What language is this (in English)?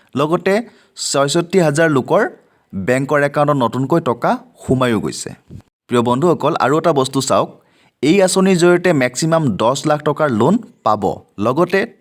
Assamese